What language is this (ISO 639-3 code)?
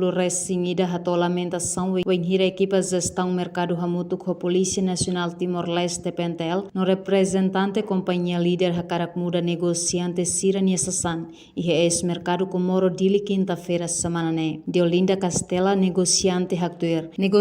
tet